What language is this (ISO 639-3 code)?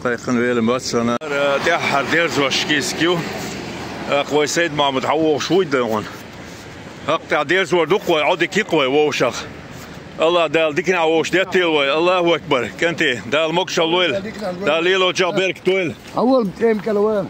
che